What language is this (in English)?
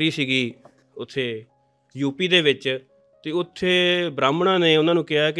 Punjabi